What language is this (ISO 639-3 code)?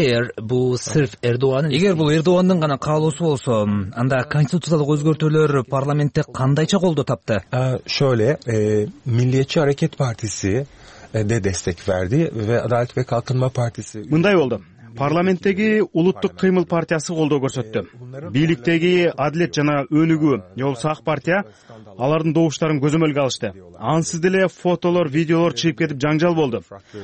kir